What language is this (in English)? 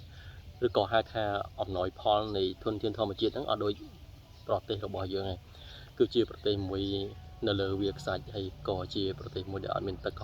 Khmer